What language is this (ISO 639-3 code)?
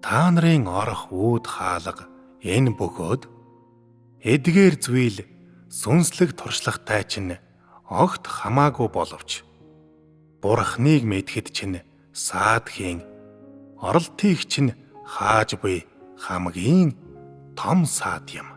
mon